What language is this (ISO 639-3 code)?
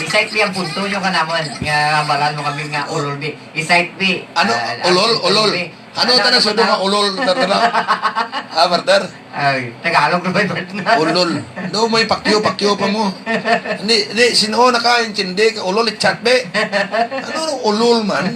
hil